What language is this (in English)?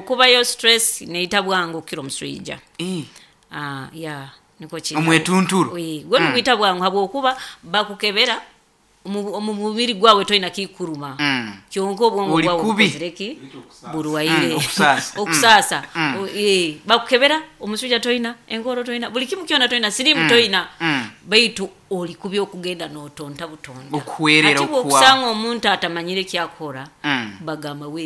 Nyoro